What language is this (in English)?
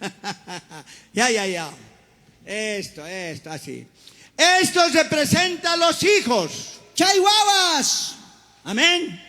South Bolivian Quechua